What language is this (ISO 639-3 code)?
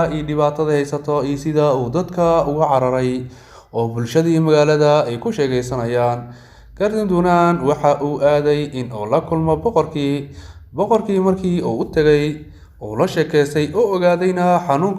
som